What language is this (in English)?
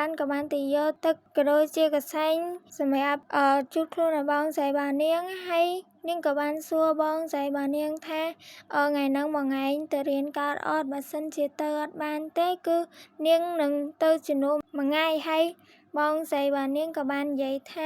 Khmer